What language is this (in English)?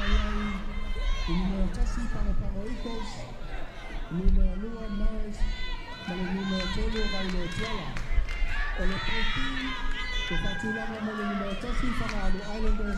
Samoan